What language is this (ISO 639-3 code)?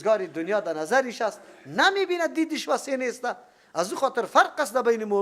fas